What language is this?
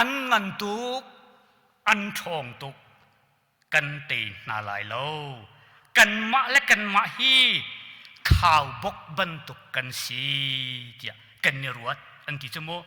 Hakha Chin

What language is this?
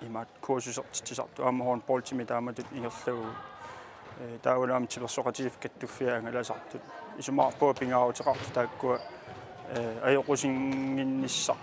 Kalaallisut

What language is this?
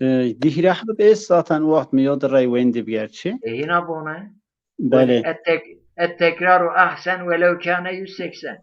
Zaza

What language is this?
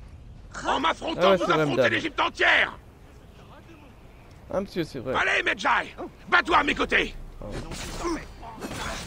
French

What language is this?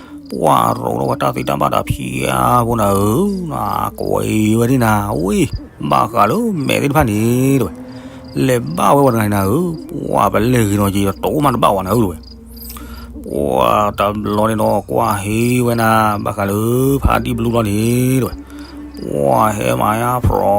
S'gaw Karen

